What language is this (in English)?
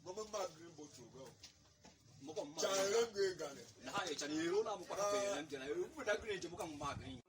Tiv